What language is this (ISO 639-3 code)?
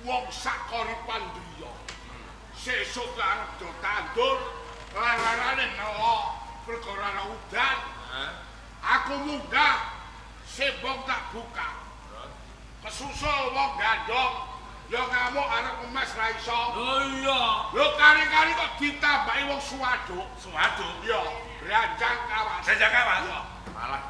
jav